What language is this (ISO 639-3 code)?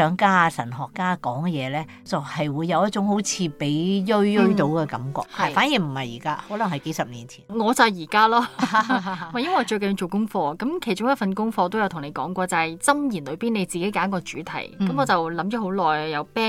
yue